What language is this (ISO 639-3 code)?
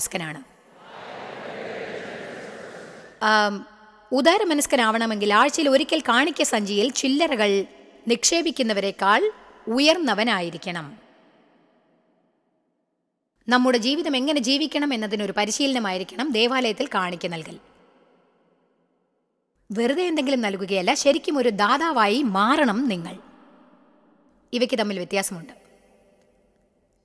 mal